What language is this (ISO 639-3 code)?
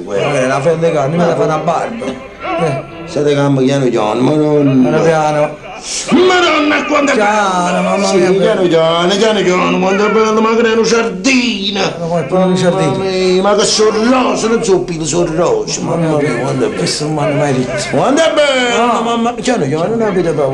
nap